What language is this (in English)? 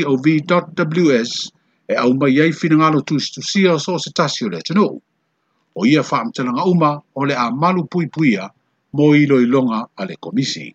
Samoan